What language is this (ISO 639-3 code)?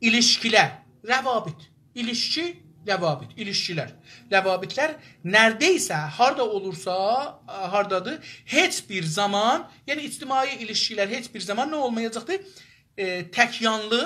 azb